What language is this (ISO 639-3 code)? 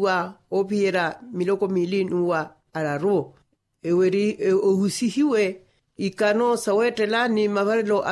vmw